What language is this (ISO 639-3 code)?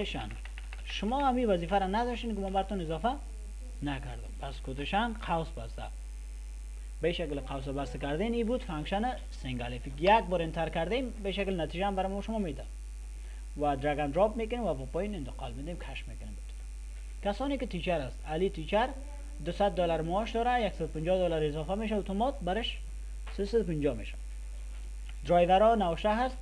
fas